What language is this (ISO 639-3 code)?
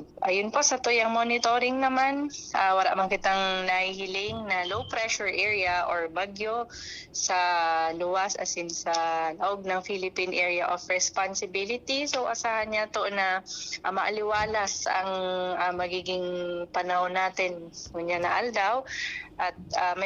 bik